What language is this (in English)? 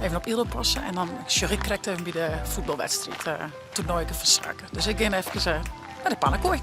Western Frisian